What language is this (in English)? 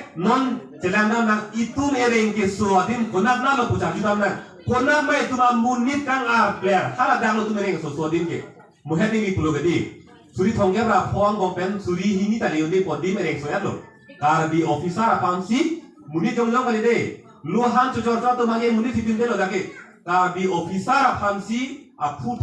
Karbi